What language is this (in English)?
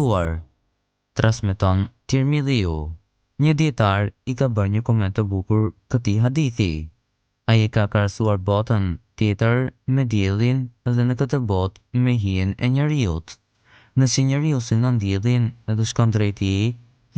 Albanian